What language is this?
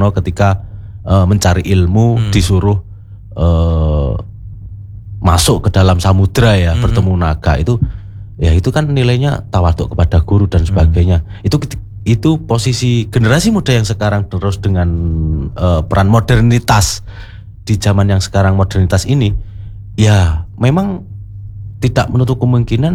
Indonesian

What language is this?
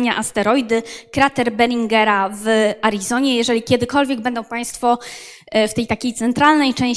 Polish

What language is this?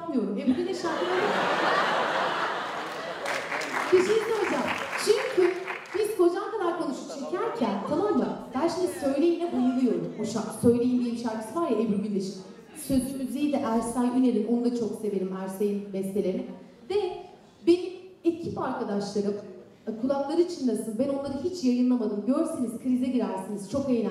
Turkish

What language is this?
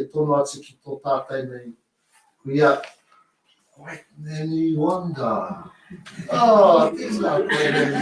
Māori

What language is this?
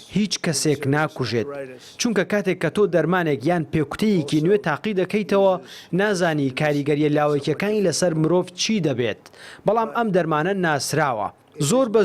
Central Kurdish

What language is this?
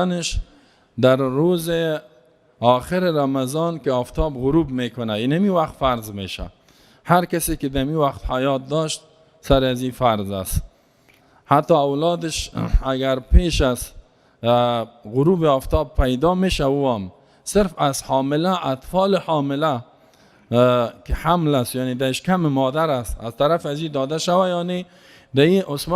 Persian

